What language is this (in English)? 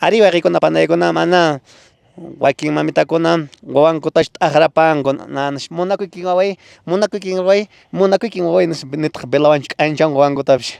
Quechua